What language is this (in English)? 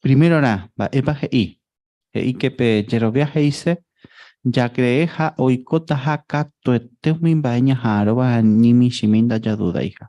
Guarani